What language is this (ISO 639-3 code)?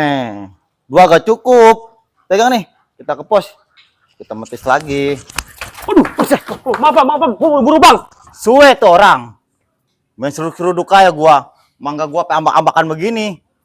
bew